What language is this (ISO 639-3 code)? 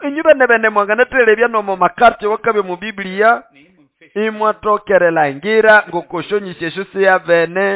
nnb